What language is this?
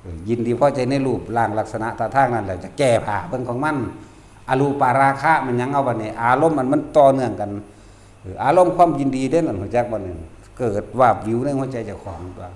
Northeastern Thai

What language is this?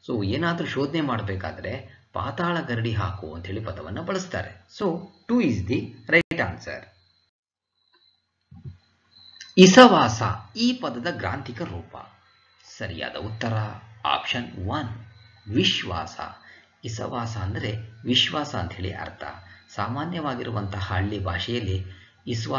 Kannada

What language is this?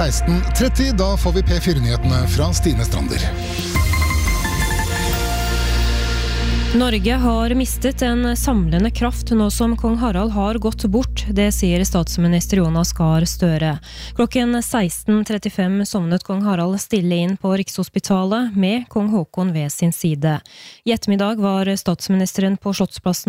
Norwegian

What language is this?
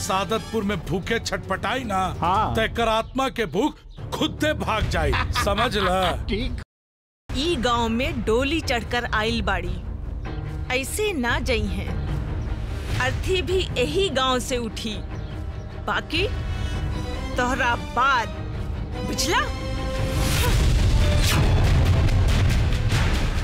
Bhojpuri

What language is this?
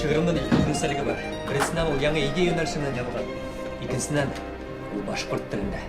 Bashkir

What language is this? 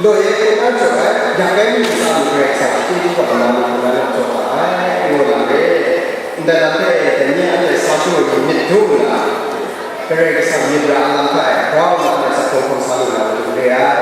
Kachin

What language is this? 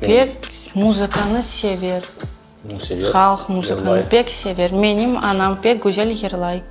Crimean Tatar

